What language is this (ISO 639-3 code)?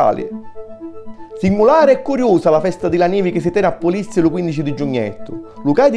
scn